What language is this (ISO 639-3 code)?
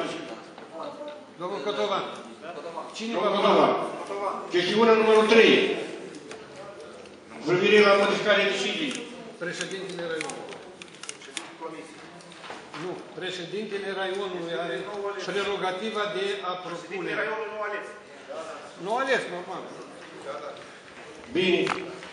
ron